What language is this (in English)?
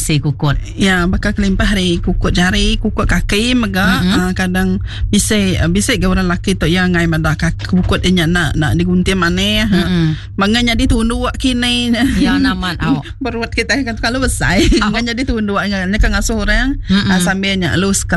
Iban